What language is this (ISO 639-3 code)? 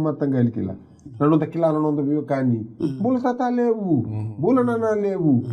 fij